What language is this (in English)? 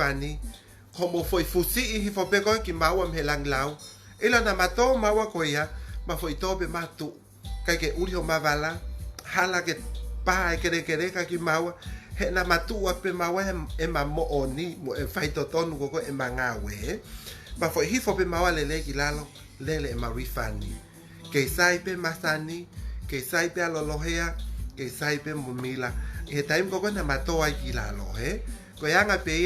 Tongan